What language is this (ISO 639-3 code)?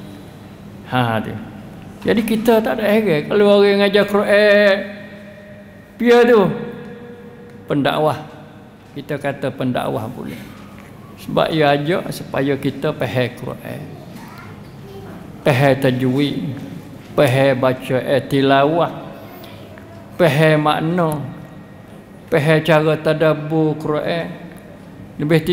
msa